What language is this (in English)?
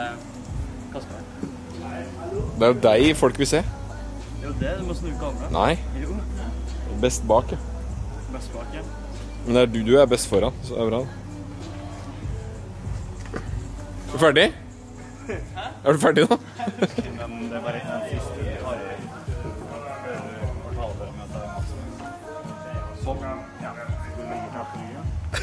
Norwegian